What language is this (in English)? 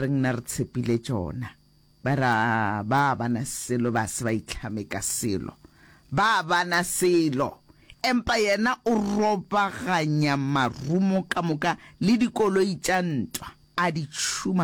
Northern Sotho